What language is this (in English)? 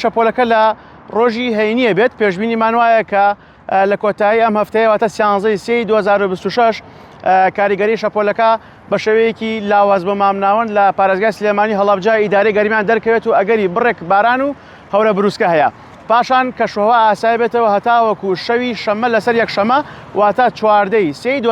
Central Kurdish